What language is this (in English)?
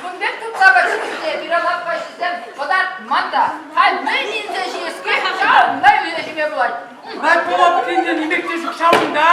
Chuvash